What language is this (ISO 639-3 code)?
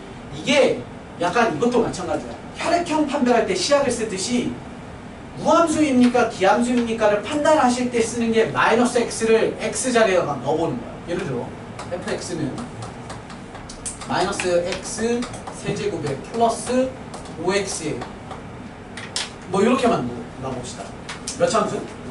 kor